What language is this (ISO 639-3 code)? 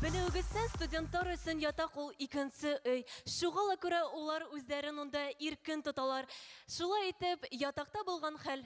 bak